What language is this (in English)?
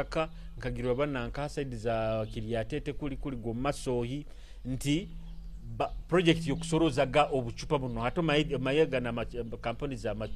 Nyoro